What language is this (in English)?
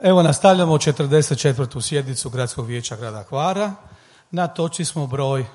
Croatian